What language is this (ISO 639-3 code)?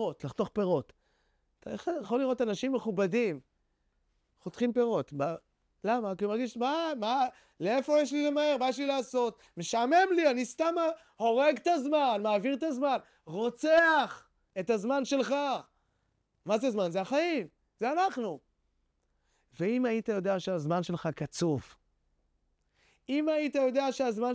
heb